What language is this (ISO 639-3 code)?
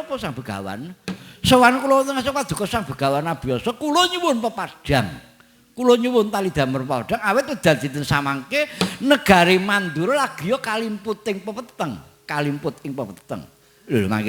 jav